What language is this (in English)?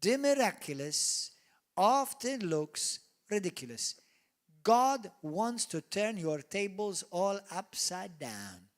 English